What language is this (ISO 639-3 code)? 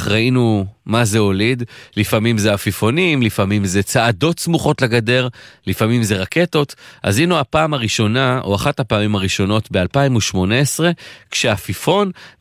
heb